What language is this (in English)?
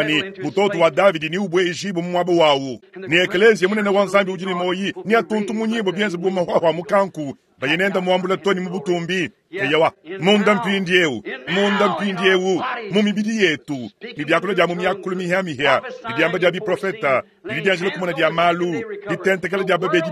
Luba-Lulua